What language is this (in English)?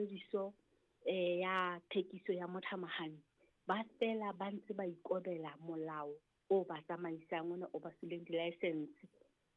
Southern Sotho